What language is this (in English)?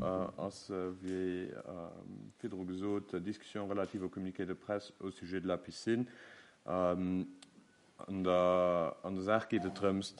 Luxembourgish